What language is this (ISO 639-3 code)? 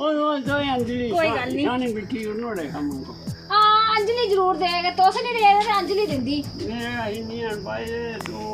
doi